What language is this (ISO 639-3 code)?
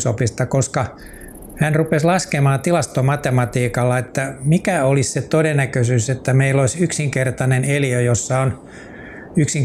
fin